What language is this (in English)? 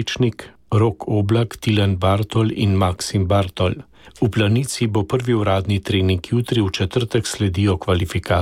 Slovenian